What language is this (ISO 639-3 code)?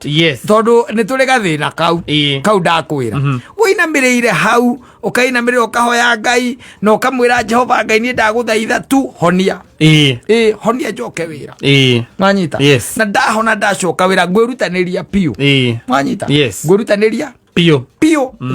kik